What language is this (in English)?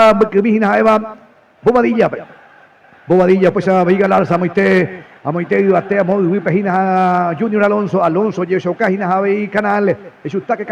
Guarani